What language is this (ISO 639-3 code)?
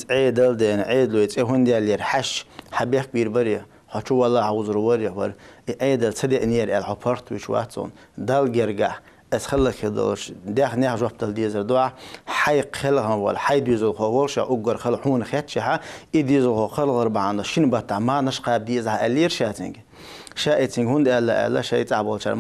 che